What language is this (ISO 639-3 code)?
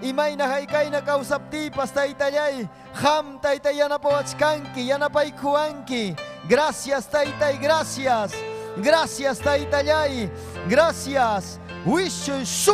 quy